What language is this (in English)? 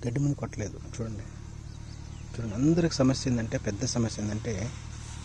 Telugu